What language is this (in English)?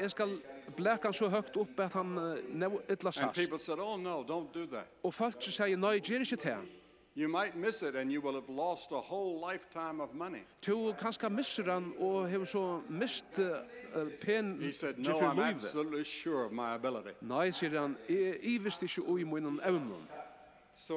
Faroese